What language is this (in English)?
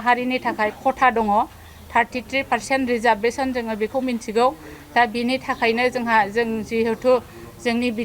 Bodo